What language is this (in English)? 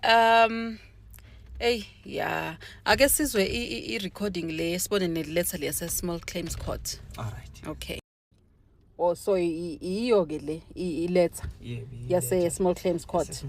Zulu